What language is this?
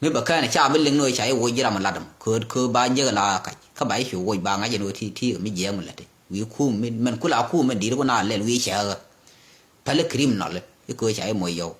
Nuer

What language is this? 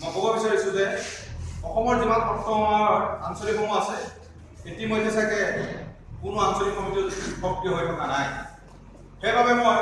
Assamese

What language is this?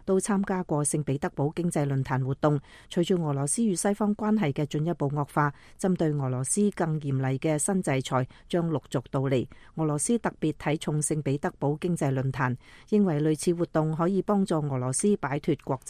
Cantonese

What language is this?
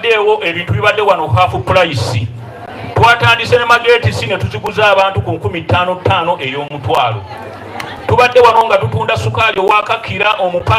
Soga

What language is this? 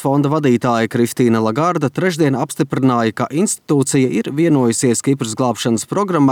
Latvian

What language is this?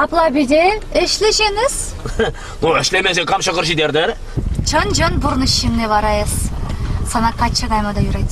Chuvash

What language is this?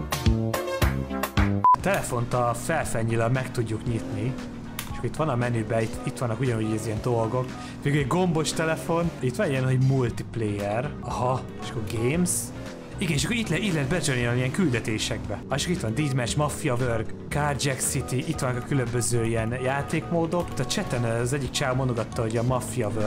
Hungarian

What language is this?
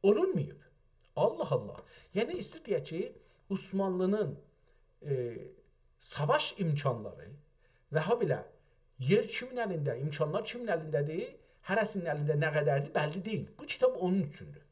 South Azerbaijani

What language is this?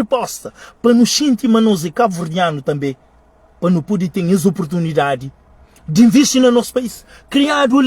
Kabuverdianu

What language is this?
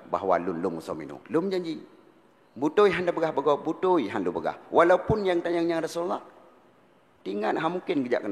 Achinese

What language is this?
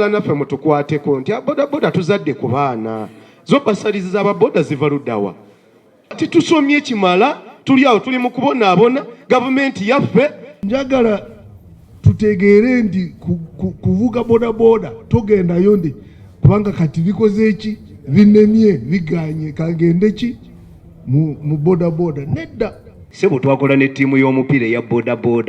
Ganda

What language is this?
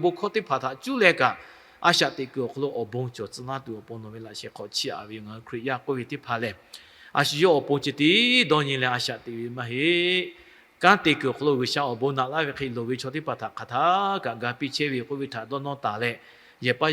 Lahu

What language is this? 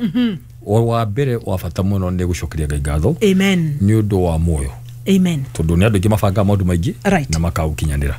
Kikuyu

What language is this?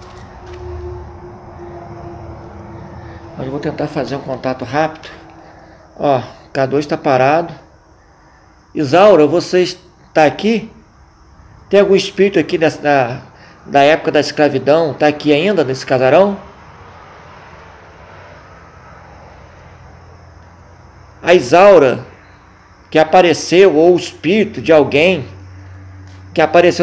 Portuguese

